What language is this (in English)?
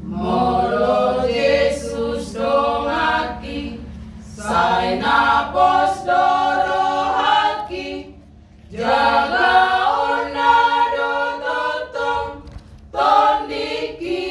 Batak Toba